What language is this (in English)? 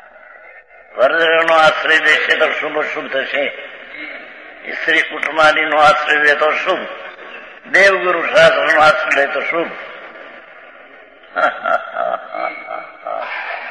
Gujarati